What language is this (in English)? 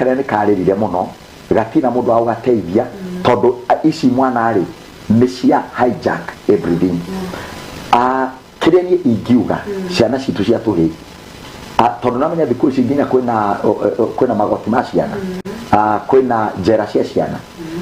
Kikuyu